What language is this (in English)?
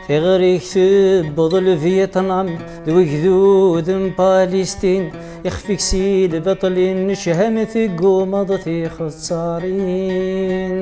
Kabyle